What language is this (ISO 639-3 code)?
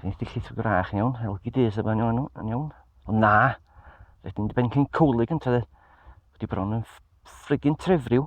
cym